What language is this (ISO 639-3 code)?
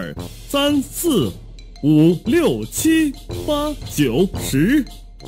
zho